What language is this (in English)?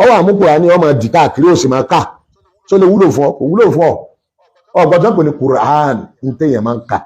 Yoruba